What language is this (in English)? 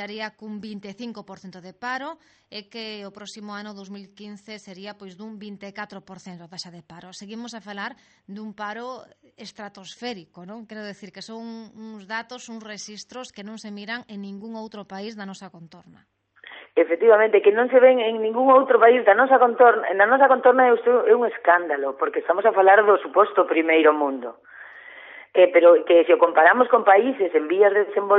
Galician